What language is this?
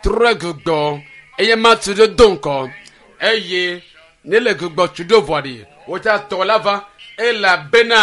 Ewe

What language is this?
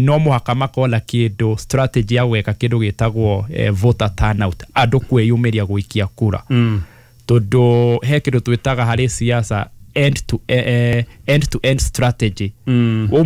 Kikuyu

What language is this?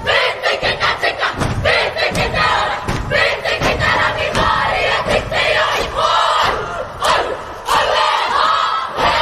Māori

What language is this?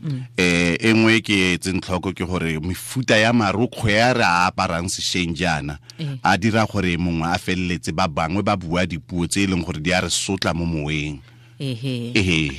Tswana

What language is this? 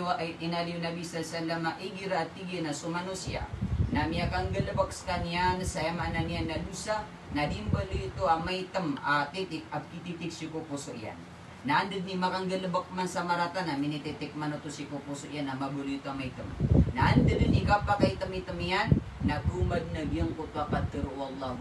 Maranao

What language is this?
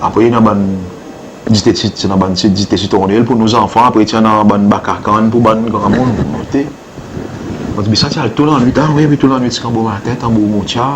Seselwa Creole French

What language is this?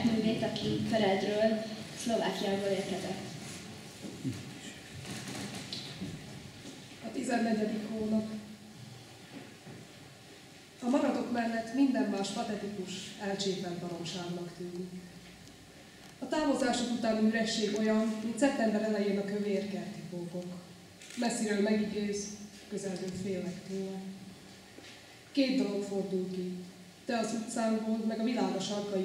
Hungarian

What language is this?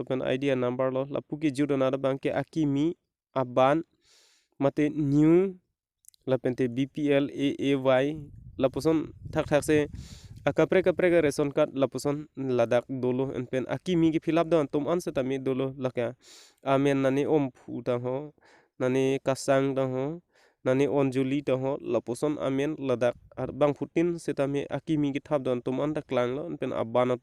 Karbi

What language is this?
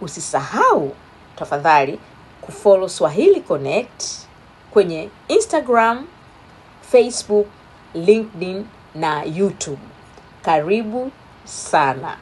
Swahili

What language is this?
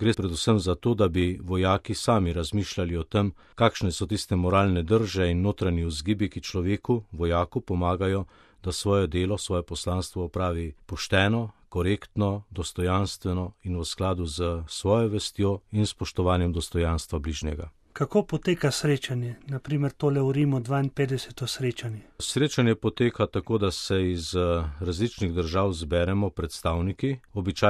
Slovenian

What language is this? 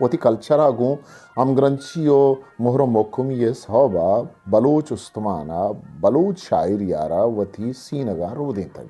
Eastern Balochi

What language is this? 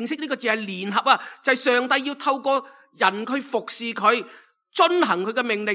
Cantonese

